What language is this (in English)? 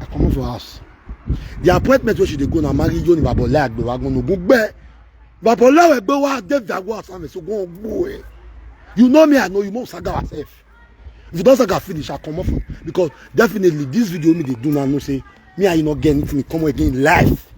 Nigerian Pidgin